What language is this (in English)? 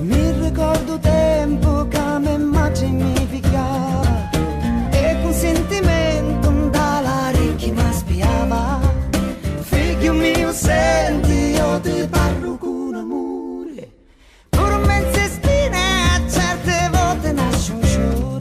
Sicilian